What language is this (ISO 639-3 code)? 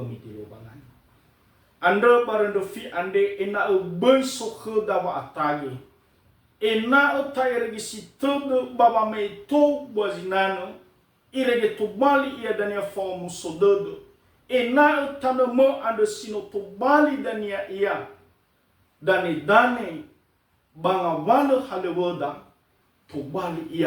nia